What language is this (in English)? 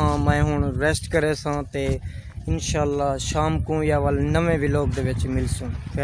Saraiki